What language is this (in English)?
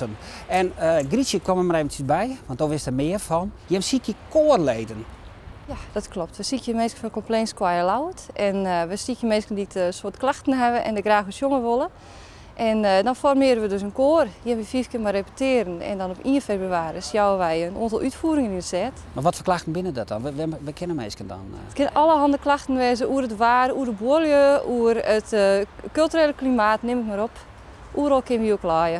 Western Frisian